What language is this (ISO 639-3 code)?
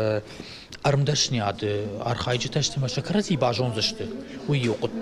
oss